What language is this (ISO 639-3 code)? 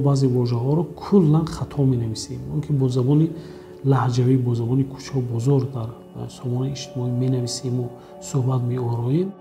tgk